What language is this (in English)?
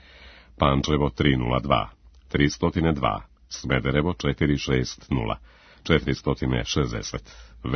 Serbian